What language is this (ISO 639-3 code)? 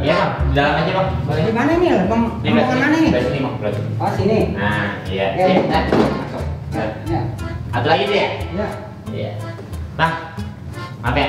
bew